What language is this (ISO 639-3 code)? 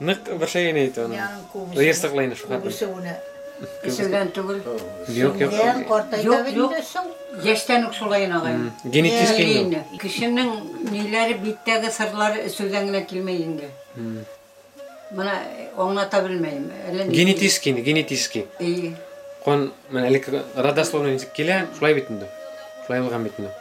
bak